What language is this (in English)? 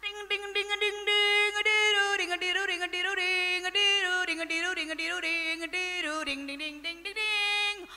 Madurese